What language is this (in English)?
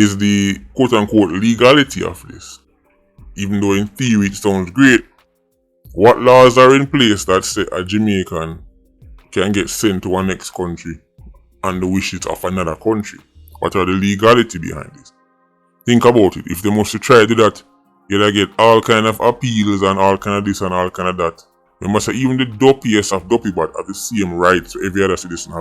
Jamaican Creole English